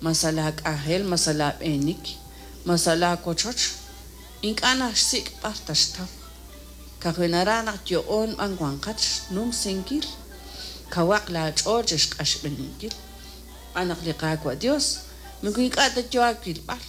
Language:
Kekchí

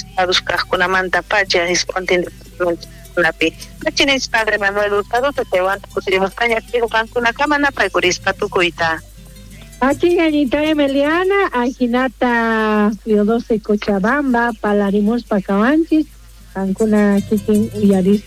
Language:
South Bolivian Quechua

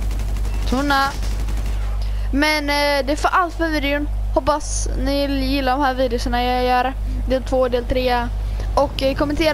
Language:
Swedish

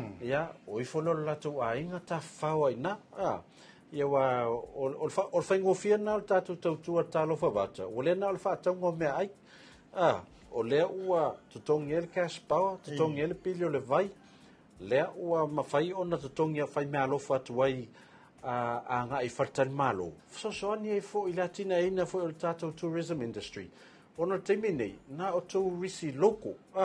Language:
Samoan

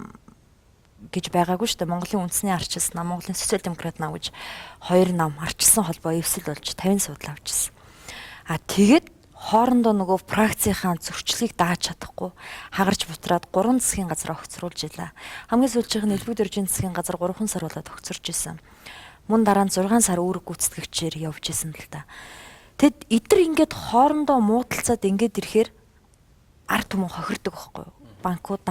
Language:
Mongolian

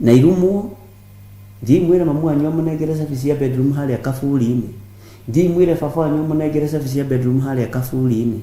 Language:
Kikuyu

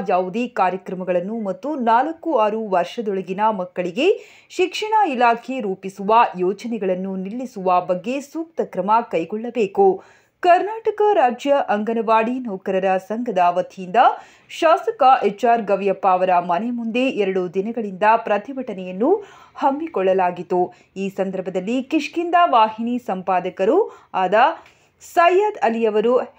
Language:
Kannada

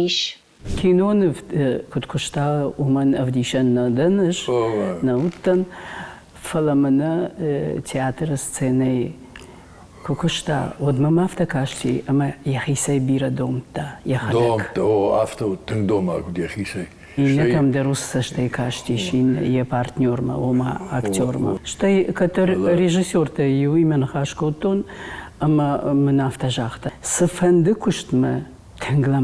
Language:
Ossetic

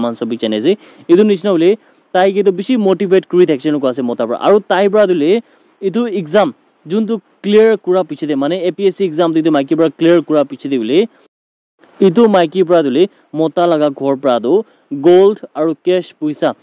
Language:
Naga Pidgin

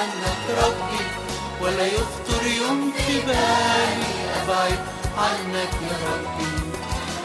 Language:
Arabic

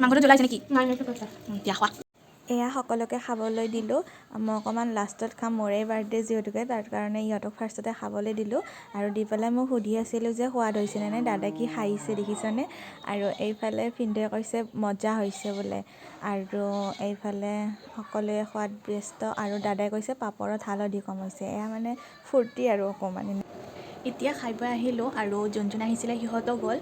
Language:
Assamese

